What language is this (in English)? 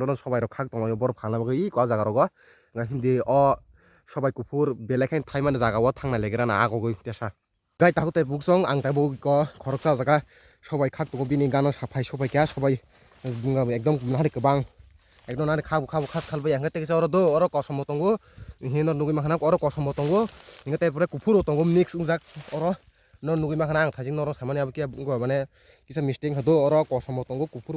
Kok Borok